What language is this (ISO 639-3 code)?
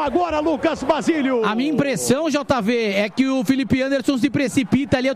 por